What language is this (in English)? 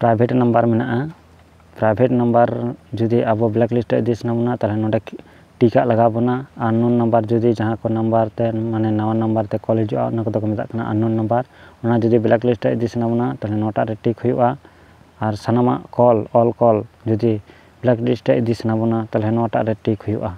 Santali